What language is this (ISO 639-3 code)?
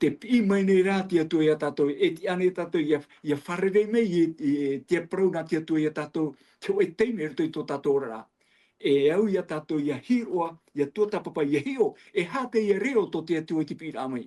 tah